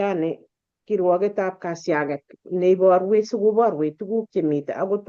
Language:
Kalenjin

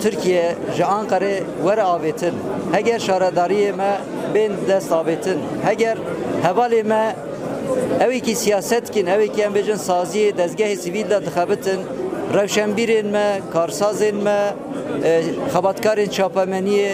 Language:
Kurdish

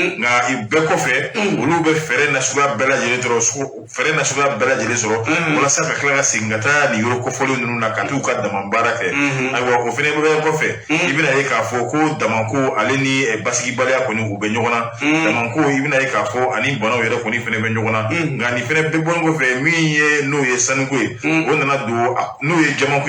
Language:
Bambara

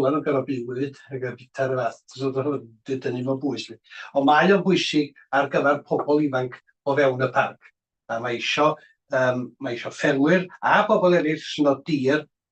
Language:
Welsh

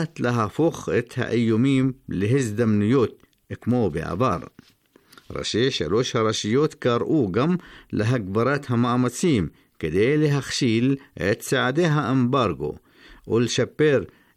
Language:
Hebrew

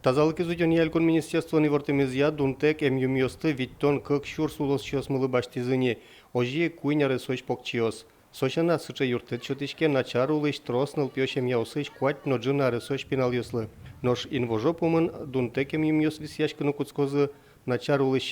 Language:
Udmurt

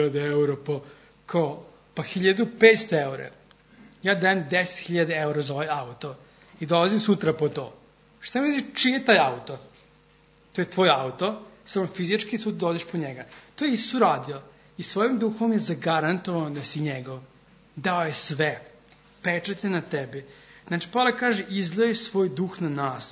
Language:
Serbian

